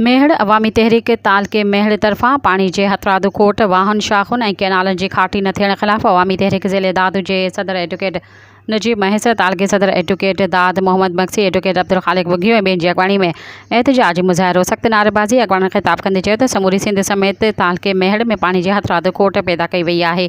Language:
Sindhi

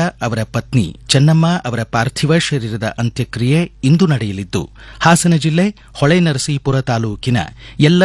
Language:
Kannada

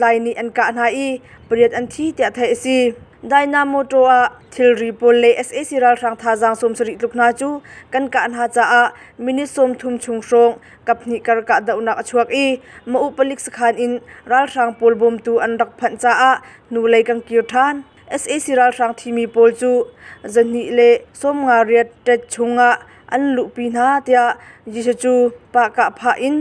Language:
Hakha Chin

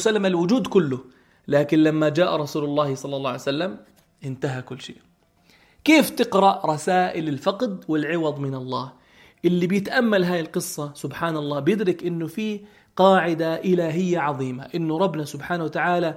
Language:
North Levantine Arabic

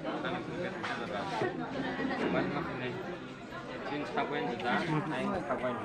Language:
Kok Borok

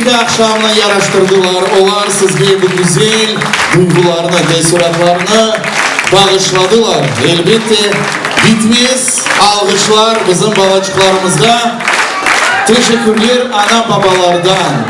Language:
Crimean Tatar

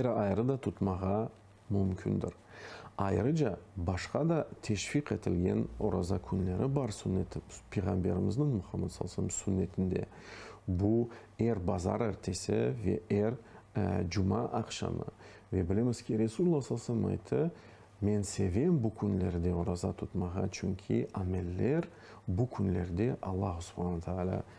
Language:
Crimean Tatar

